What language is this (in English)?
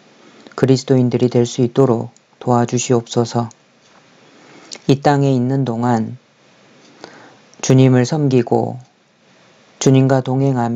Korean